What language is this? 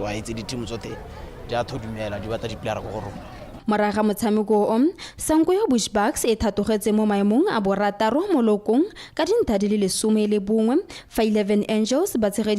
Tswana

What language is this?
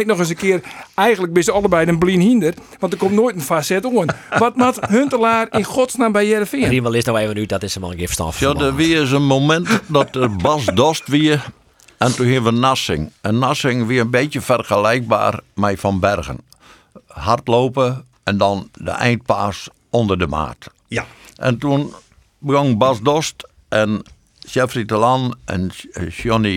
Western Frisian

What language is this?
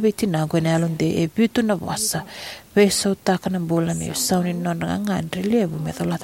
Fijian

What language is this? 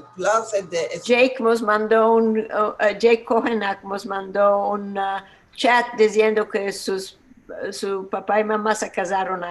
Ladino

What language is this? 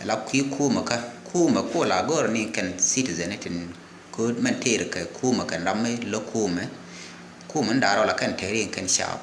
Nuer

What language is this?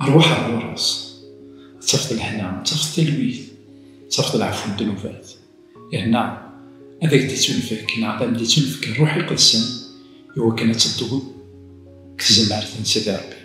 Kabyle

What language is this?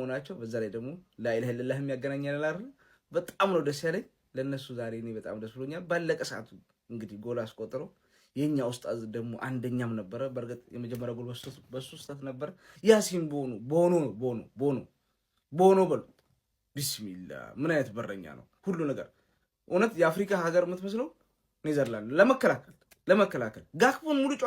Amharic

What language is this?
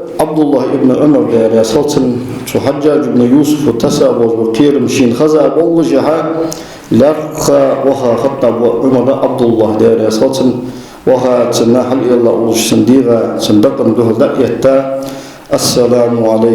Ingush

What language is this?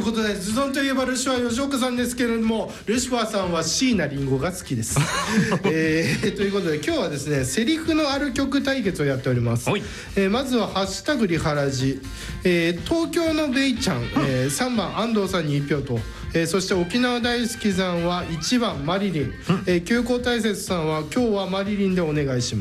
Japanese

